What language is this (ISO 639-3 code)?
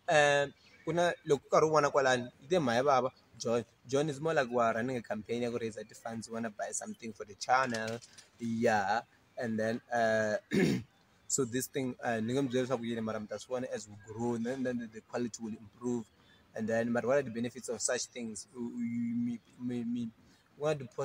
tso